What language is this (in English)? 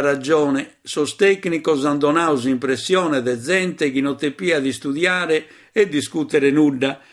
Sardinian